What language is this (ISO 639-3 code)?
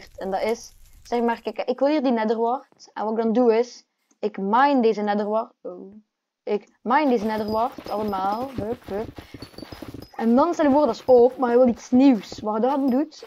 nld